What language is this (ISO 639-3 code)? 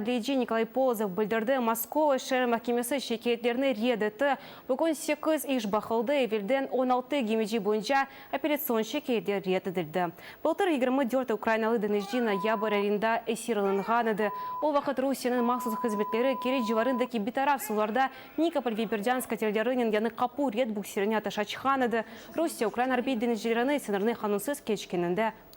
crh